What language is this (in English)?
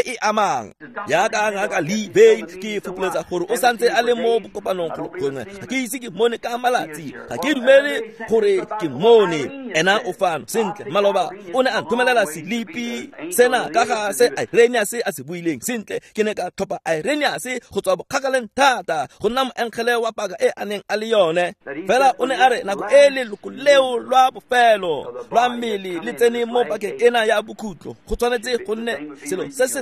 Tswana